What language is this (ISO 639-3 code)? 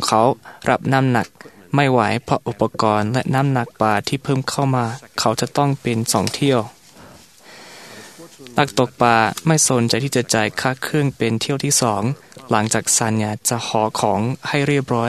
tha